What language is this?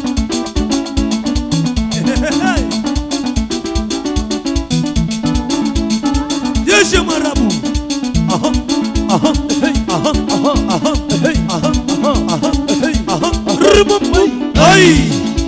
Swahili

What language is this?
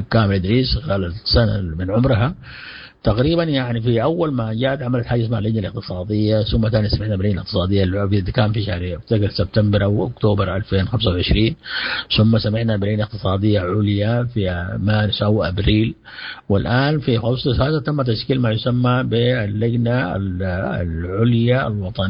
Sudanese Arabic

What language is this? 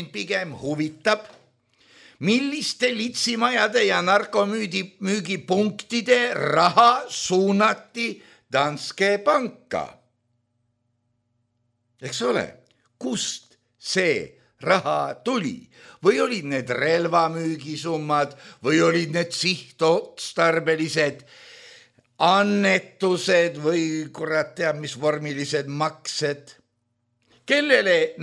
Estonian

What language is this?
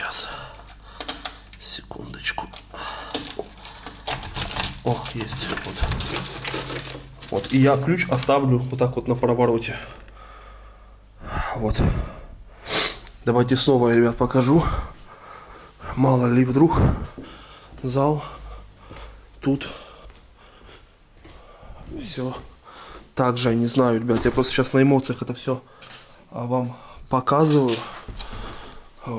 Russian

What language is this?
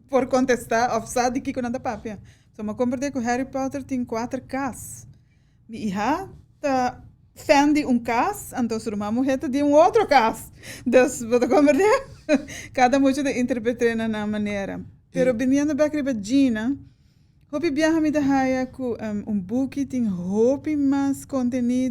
Papiamento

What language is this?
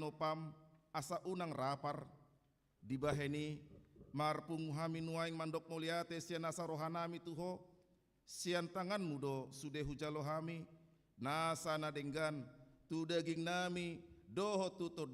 Batak Toba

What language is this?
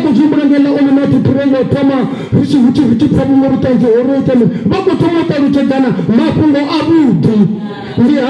Venda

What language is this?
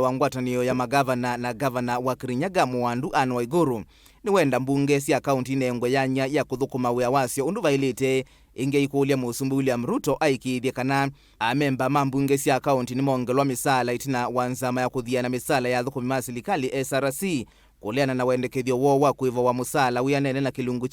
Kamba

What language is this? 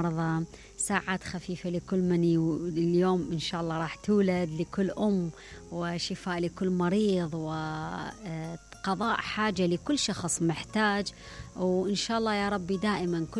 Mesopotamian Arabic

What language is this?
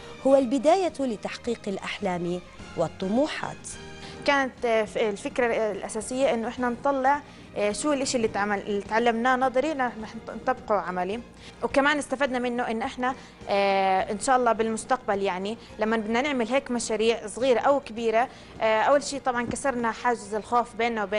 South Levantine Arabic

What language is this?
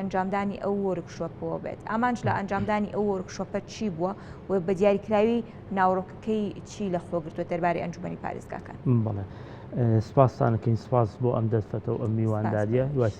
Central Kurdish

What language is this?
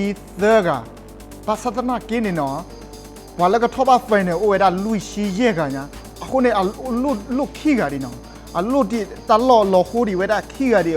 S'gaw Karen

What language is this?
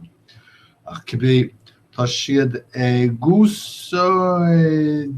Irish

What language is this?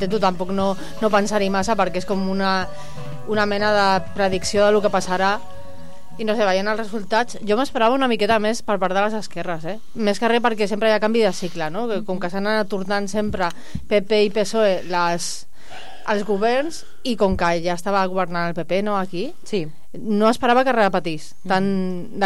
Catalan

